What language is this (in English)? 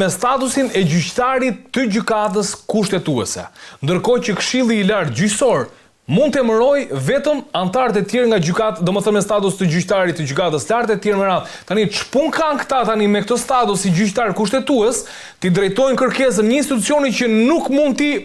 Albanian